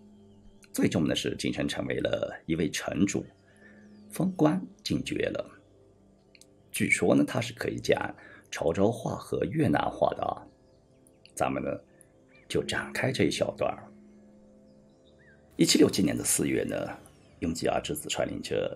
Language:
Chinese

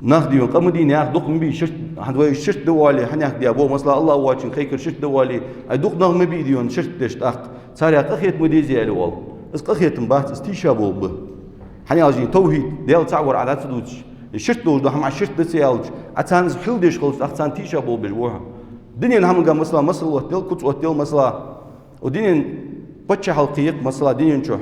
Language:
Ingush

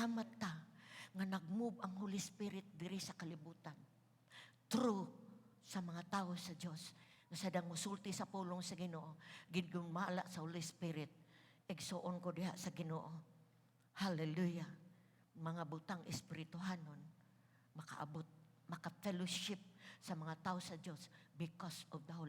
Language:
Cebuano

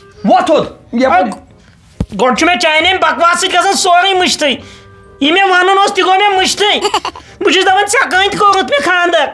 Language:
Kashmiri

